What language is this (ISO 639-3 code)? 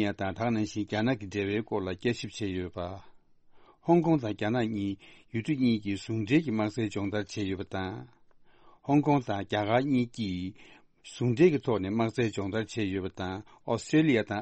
bod